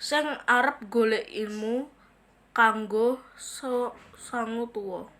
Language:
Javanese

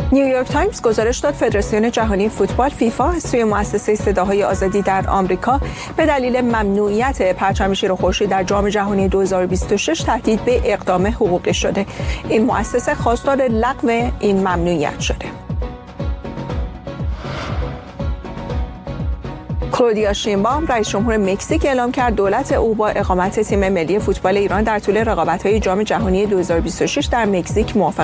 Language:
Persian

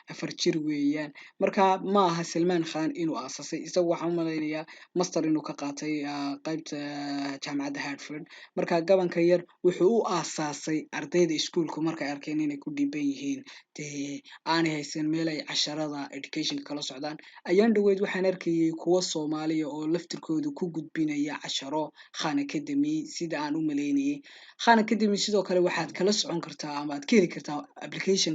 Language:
Somali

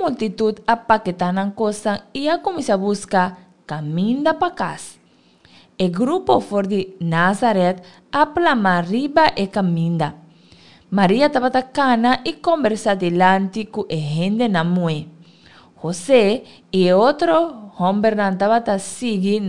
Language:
Papiamento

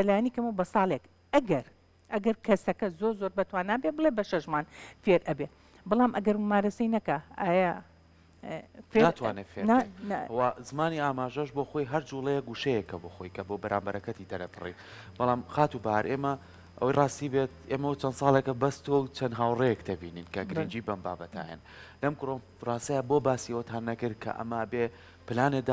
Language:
Central Kurdish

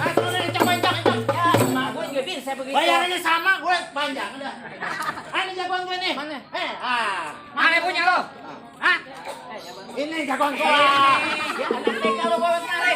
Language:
Betawi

